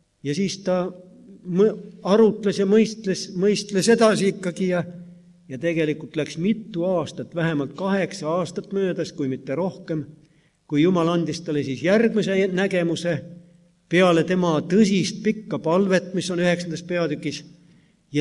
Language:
Estonian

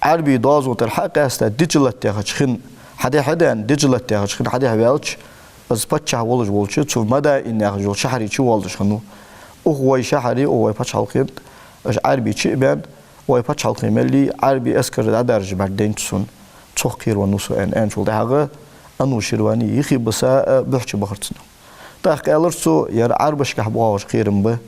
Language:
Ingush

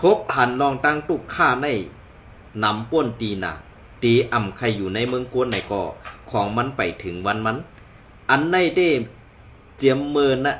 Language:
Shan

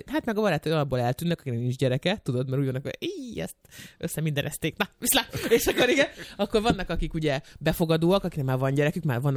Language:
Hungarian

